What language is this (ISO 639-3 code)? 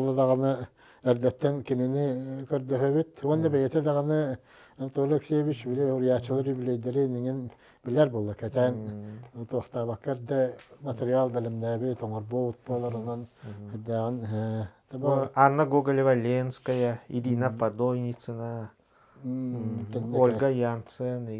sah